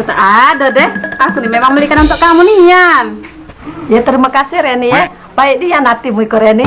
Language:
Musi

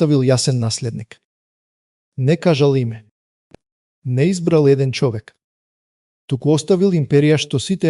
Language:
Macedonian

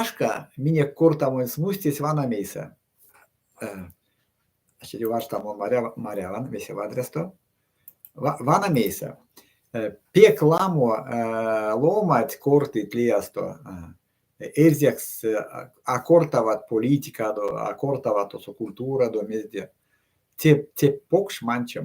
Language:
Erzya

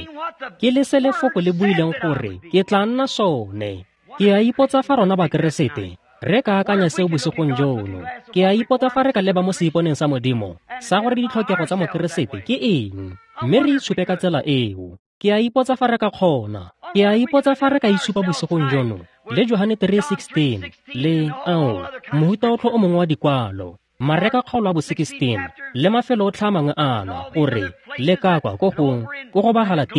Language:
Tswana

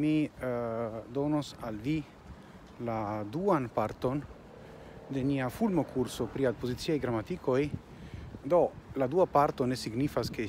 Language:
Esperanto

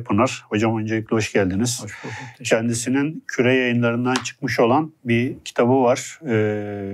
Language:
Turkish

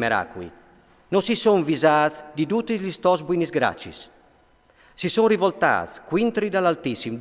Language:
Friulian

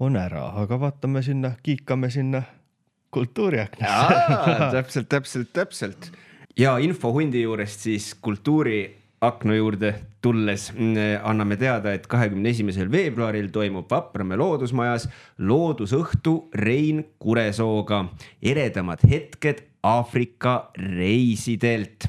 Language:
Estonian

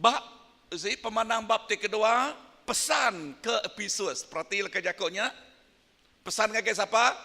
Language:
Iban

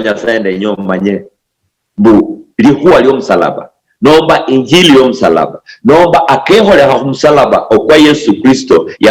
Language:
Luyia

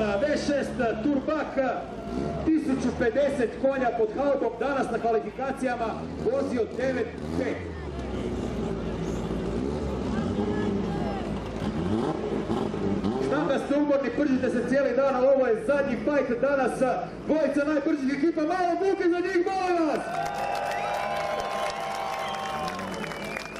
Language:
Croatian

